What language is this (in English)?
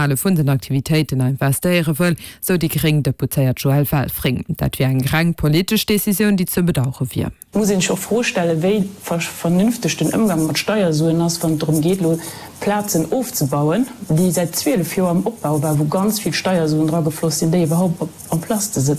Luxembourgish